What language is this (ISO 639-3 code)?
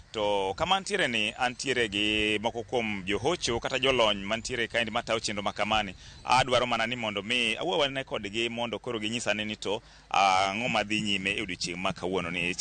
luo